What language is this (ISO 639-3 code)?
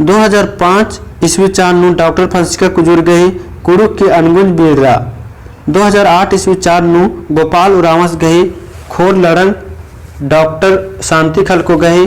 kru